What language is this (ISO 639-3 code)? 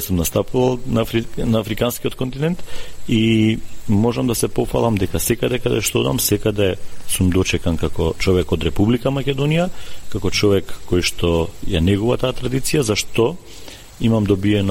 mkd